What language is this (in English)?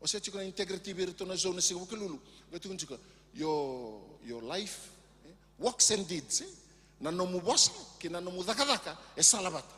Fijian